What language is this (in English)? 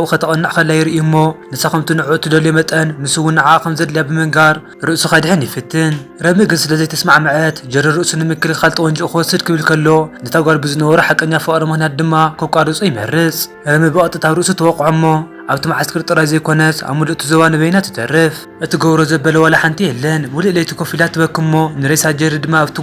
Tigrinya